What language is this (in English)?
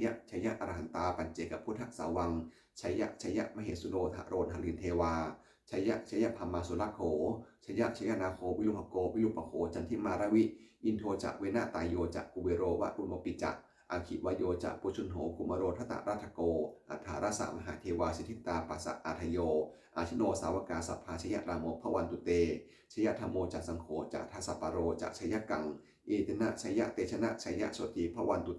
Pali